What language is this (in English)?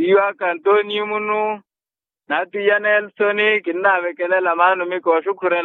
Makhuwa